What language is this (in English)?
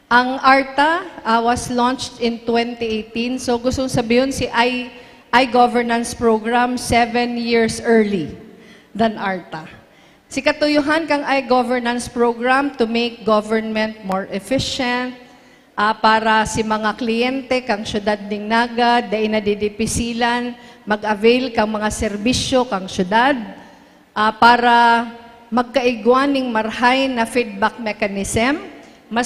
Bikol